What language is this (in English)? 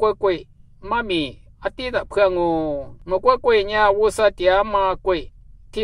Lisu